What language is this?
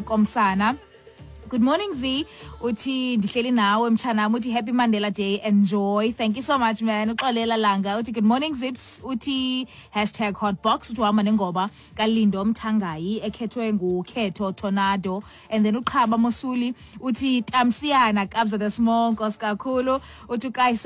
Xhosa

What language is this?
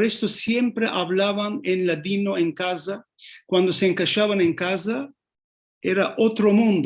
Ladino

